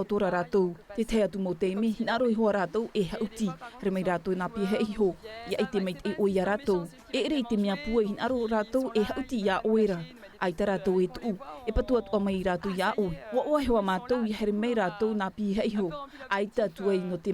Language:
Tahitian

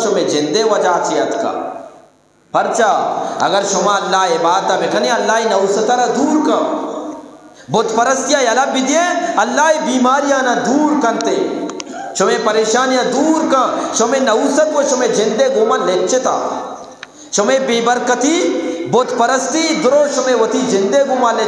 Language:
Eastern Balochi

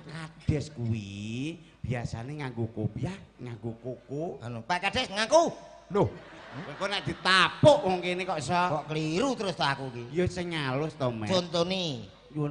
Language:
Javanese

